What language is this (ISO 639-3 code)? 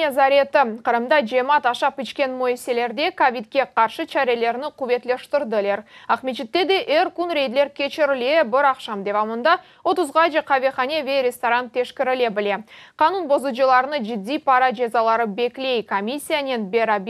crh